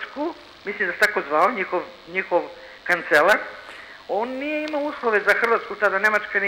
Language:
Serbian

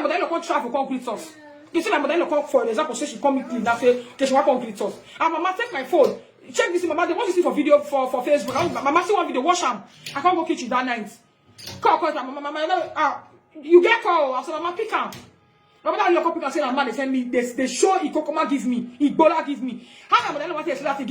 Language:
Nigerian Pidgin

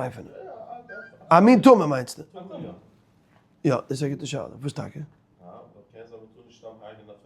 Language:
Yiddish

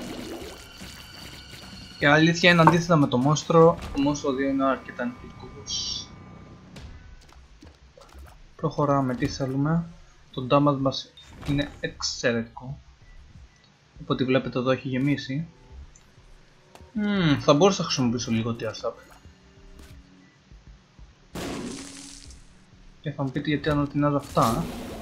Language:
Greek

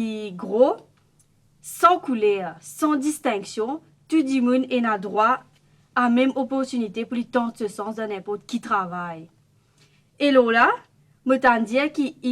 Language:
Morisyen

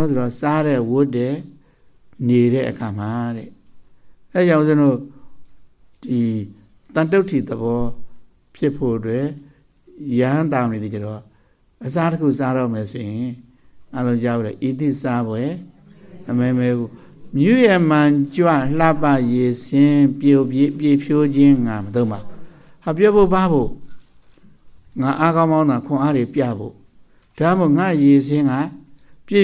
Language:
Burmese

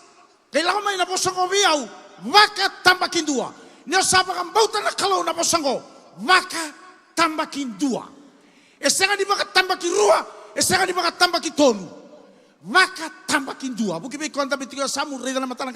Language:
Fijian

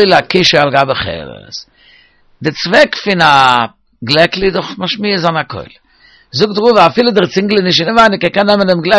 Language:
Yiddish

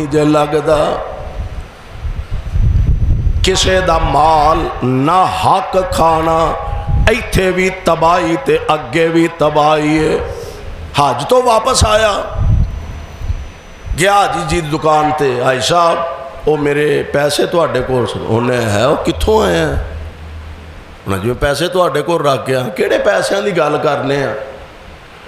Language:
Western Panjabi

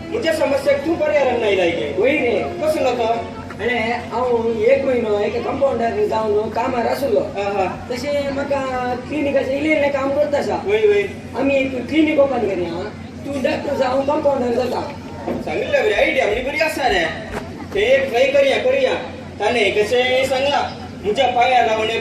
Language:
Konkani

